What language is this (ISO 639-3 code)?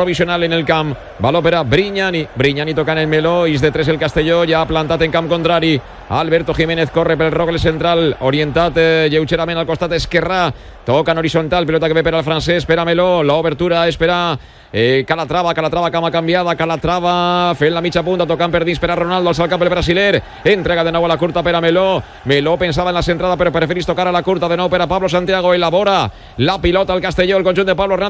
cat